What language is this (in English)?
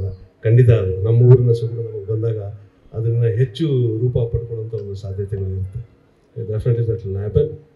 Kannada